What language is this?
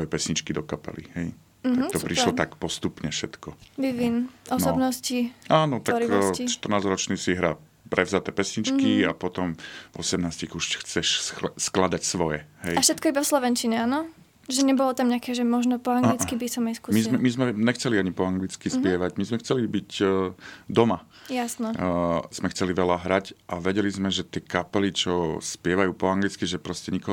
Slovak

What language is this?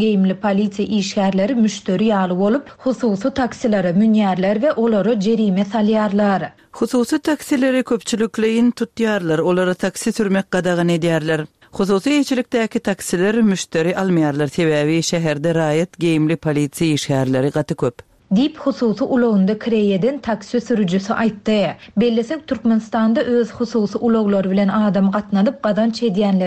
Turkmen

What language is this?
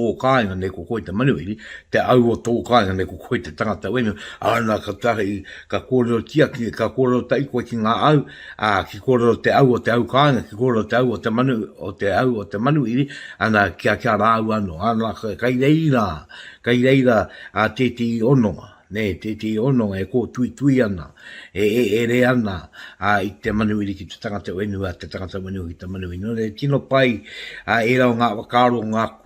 Māori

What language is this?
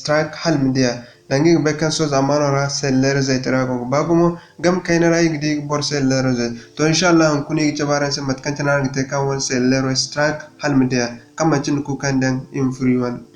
Zarma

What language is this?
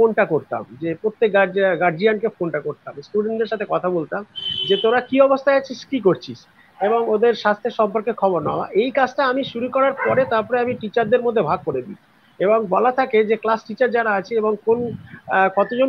Bangla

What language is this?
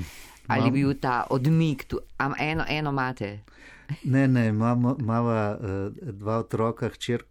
Slovenian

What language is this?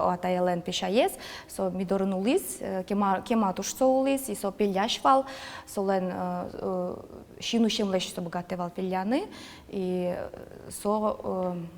Udmurt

